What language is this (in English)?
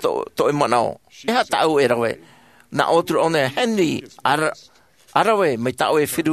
Tahitian